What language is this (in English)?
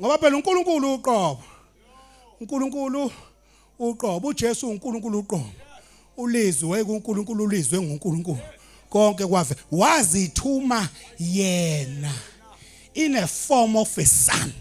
Zulu